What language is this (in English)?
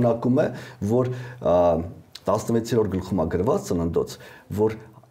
Armenian